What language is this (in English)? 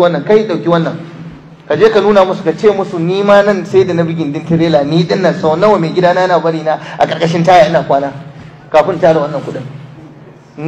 Hausa